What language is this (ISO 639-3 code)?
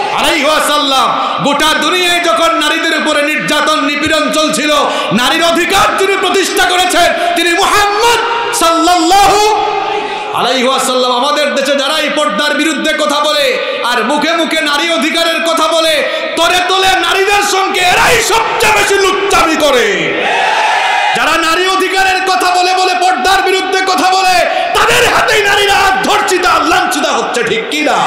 ben